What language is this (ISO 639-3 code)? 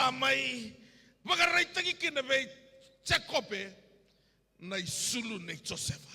fij